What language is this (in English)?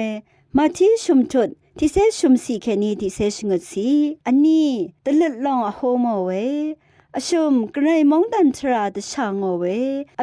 Rawang